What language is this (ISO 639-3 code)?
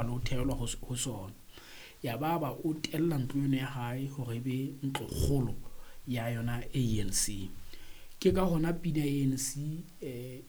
sot